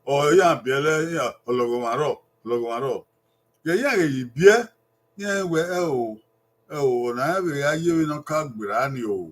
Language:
Bini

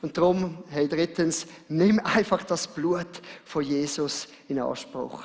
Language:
Swiss German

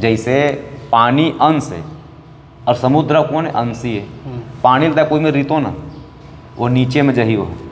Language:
Chhattisgarhi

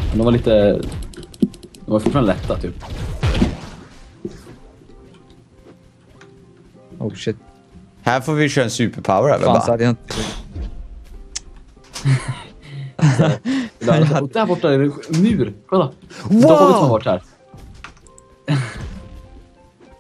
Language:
Swedish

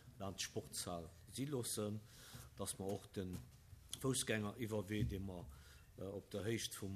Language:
Luxembourgish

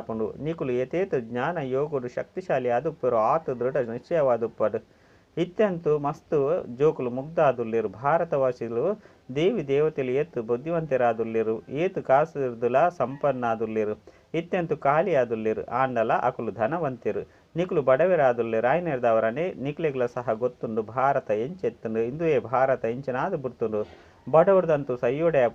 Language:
Tulu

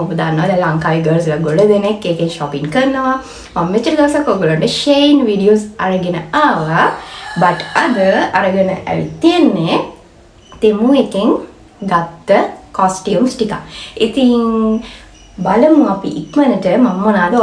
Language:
Sinhala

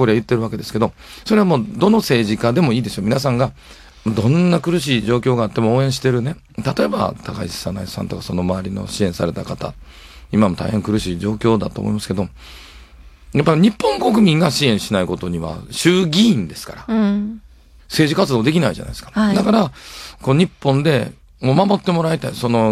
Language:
Japanese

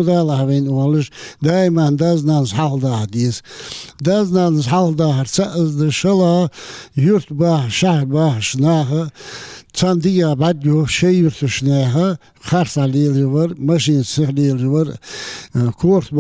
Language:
Ingush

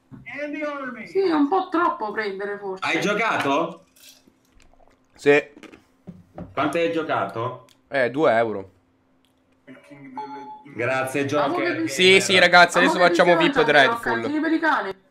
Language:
Italian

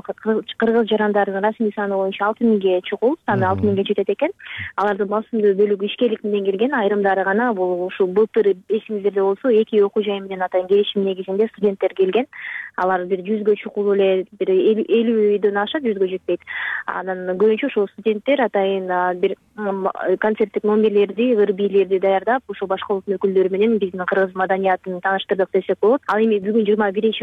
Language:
Kyrgyz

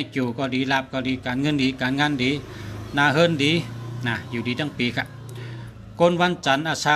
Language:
Shan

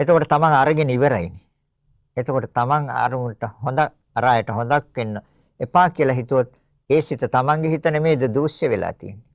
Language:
Sinhala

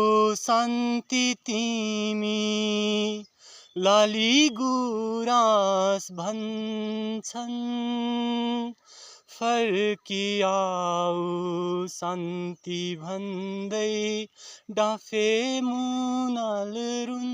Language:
Nepali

